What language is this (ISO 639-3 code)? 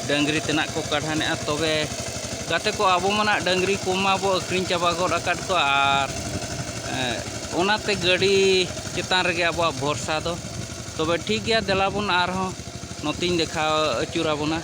sat